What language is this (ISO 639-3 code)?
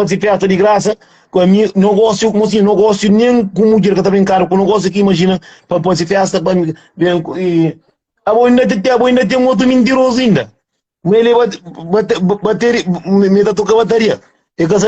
kea